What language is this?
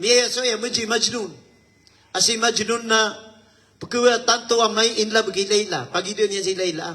Maranao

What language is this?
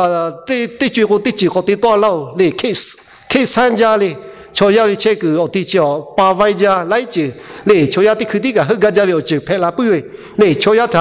Lahu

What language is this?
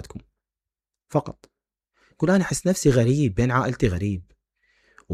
Mesopotamian Arabic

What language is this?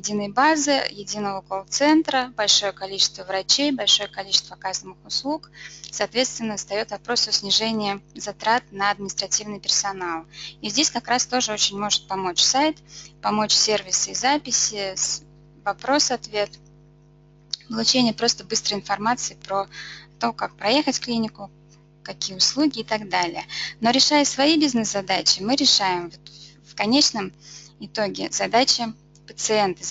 Russian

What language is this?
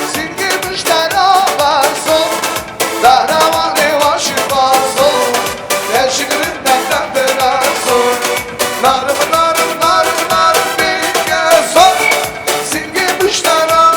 Kurdish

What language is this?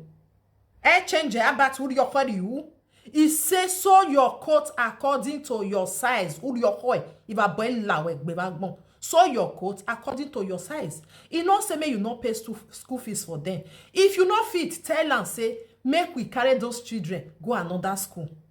Nigerian Pidgin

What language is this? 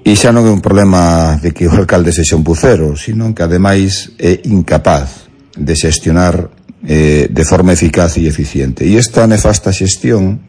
Galician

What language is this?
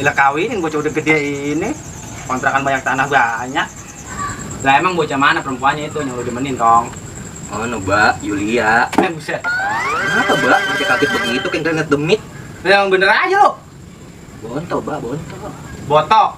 Betawi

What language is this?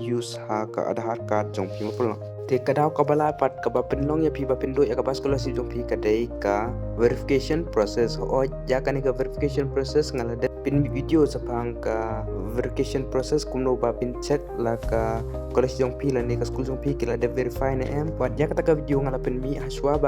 Khasi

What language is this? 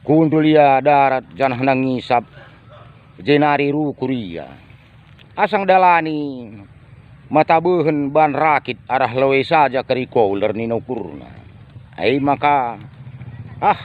Batak Karo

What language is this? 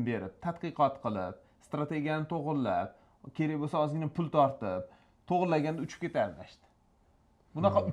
Uzbek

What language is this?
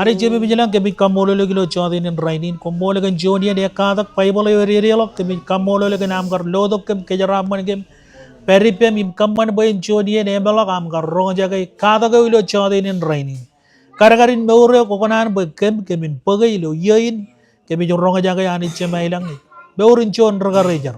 Marshallese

